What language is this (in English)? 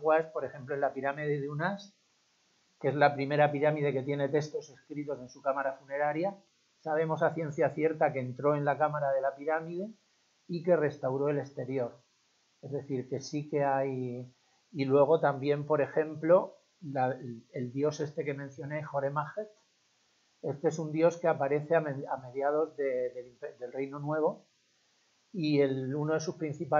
Spanish